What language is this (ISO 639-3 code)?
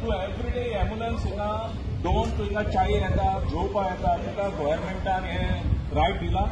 kok